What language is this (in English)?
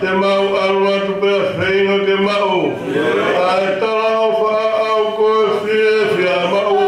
Tongan